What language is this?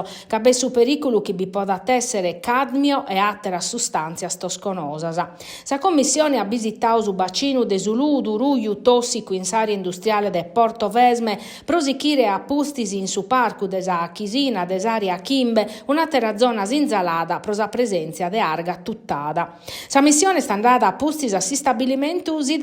Sardinian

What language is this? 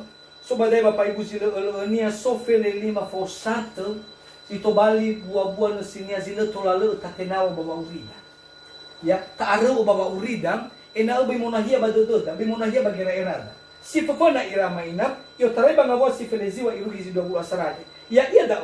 Nias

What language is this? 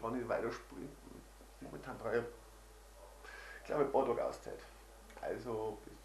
Bavarian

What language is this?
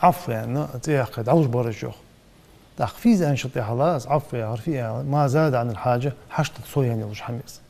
Ingush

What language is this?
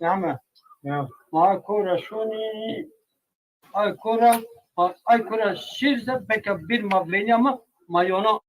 Zaza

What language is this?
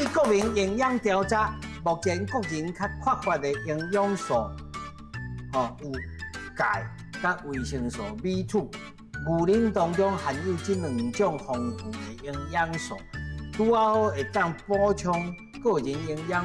Min Nan Chinese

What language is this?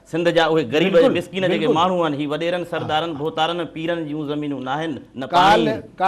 Sindhi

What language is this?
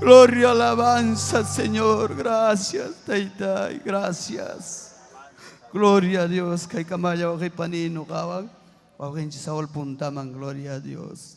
Ayacucho Quechua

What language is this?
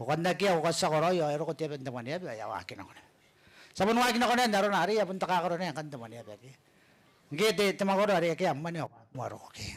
Gilbertese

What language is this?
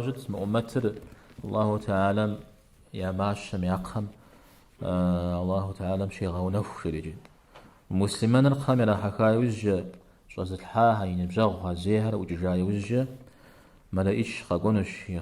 Kabardian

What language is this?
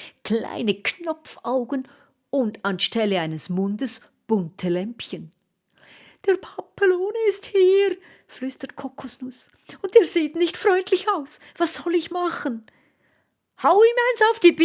Swiss German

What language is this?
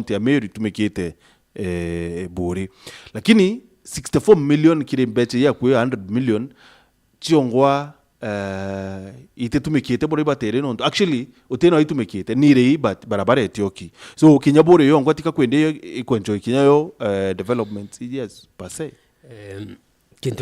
Meru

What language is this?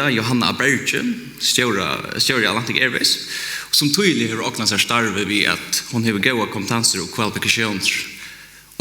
Faroese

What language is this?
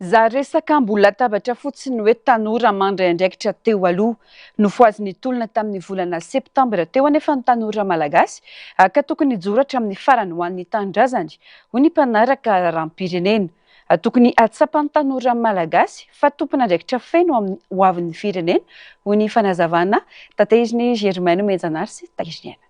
Malagasy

